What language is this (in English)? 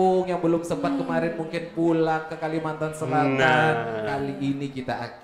Banjar